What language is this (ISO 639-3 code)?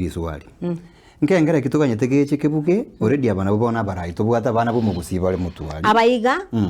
guz